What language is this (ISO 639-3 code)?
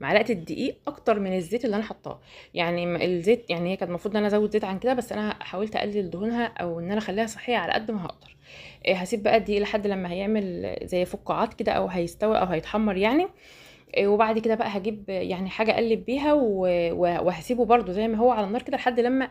arz